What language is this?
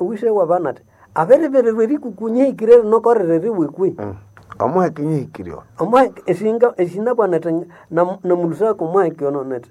Nande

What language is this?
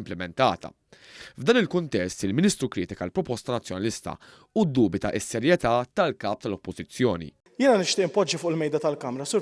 Maltese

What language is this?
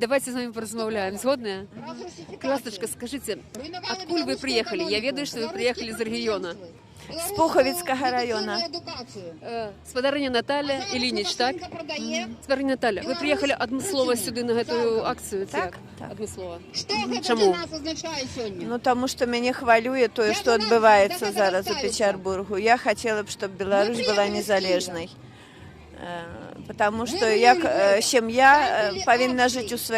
Belarusian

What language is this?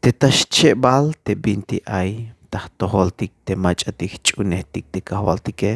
Tzeltal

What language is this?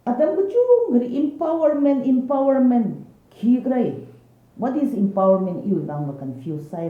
Tangkhul Naga (India)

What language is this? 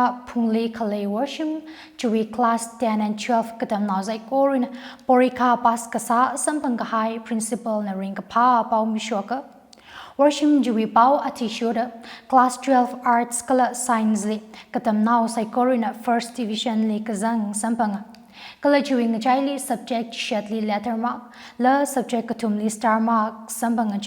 Tangkhul Naga (India)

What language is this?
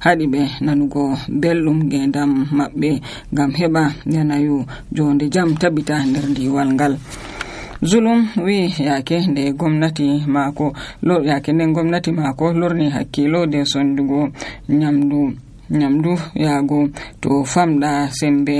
Nigerian Fulfulde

